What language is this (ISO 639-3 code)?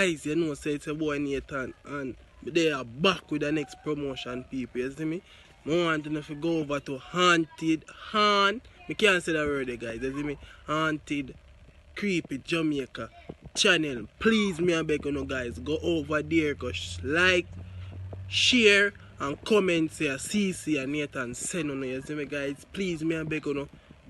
jam